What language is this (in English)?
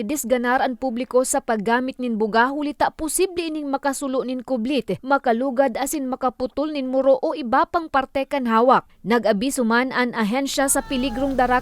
Bikol